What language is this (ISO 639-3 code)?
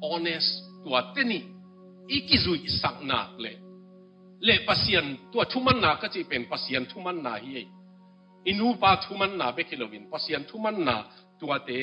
ctd